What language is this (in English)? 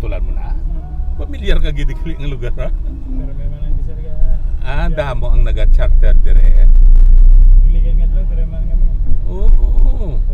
Hiligaynon